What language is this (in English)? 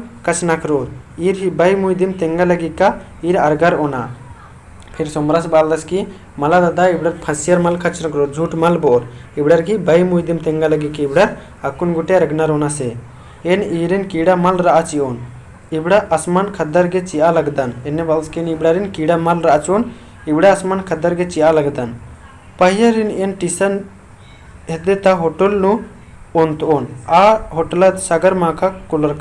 Kurukh